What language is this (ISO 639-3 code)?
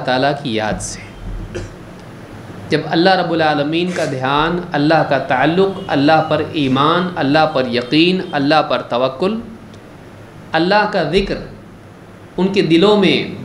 urd